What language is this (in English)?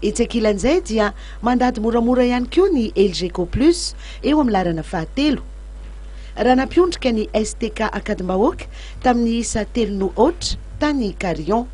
Malagasy